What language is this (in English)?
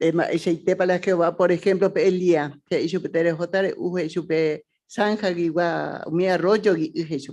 Guarani